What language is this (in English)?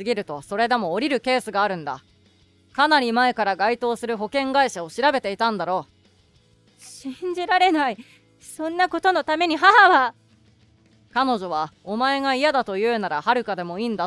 Japanese